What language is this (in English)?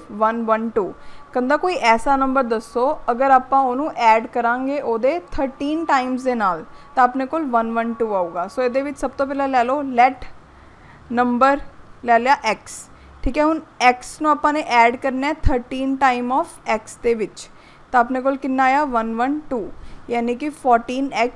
Punjabi